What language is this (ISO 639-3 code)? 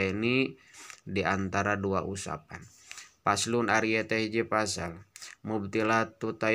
sun